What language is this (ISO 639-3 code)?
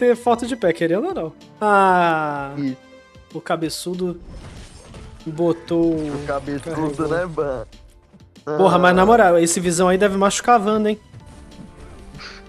por